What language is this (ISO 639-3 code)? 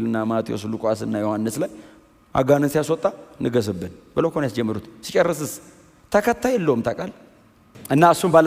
amh